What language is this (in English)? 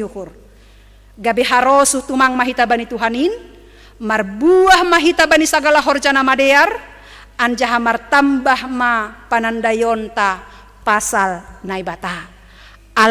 Batak Simalungun